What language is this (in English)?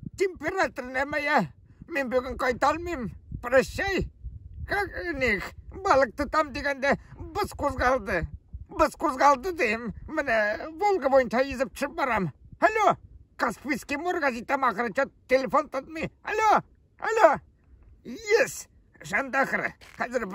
Tatar